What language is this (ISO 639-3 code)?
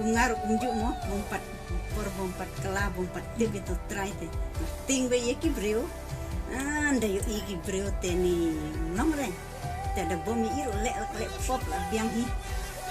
kha